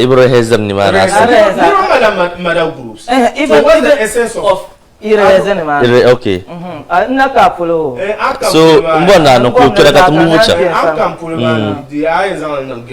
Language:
Dagbani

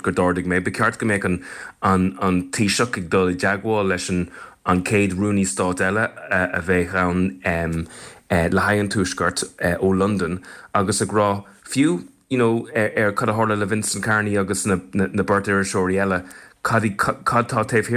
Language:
Irish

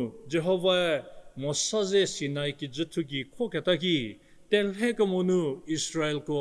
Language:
Angami Naga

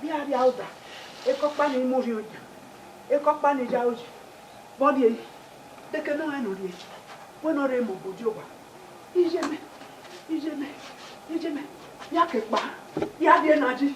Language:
Bini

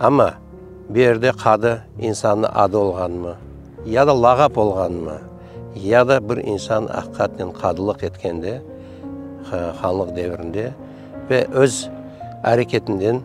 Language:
Crimean Tatar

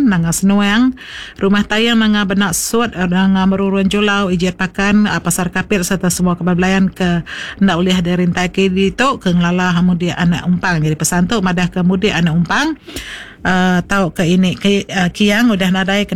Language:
Iban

